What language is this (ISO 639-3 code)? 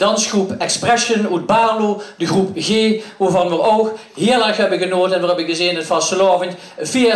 lim